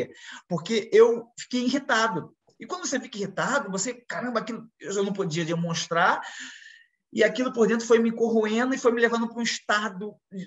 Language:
Portuguese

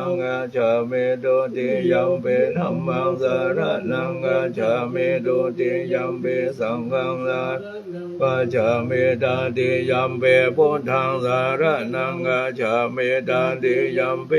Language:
Pali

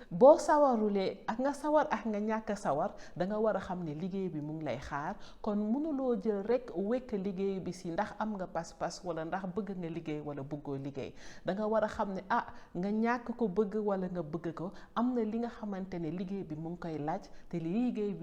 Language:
Wolof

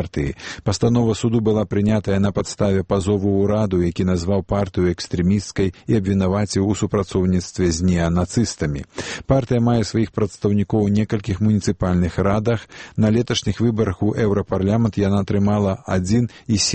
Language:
Belarusian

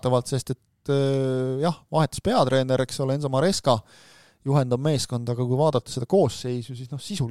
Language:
Estonian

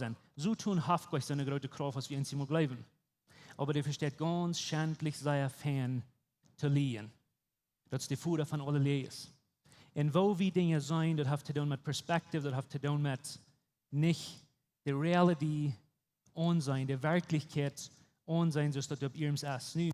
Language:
Plautdietsch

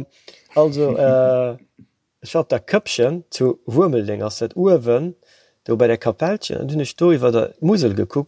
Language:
Luxembourgish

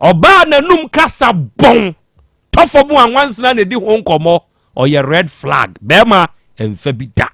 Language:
Akan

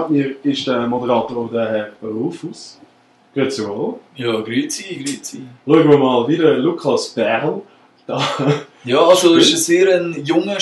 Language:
Swiss German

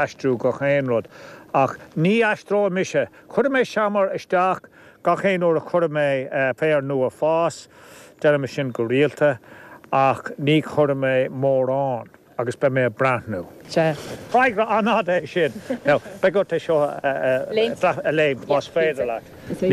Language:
Irish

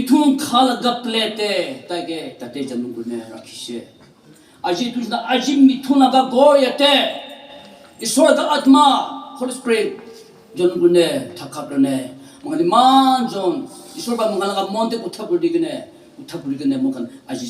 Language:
Naga Pidgin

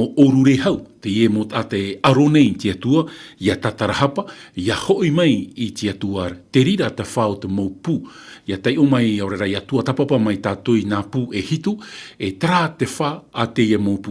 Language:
Tahitian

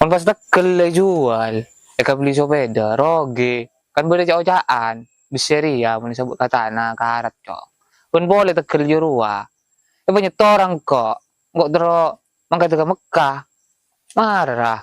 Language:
Madurese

